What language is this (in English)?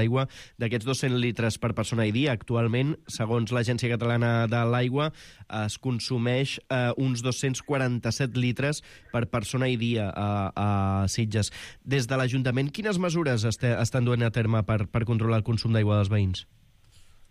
Catalan